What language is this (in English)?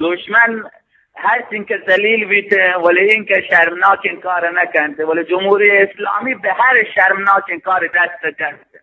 Eastern Balochi